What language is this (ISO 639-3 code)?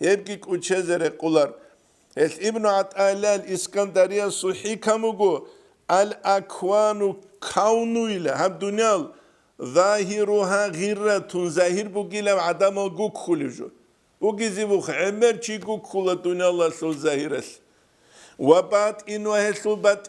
ava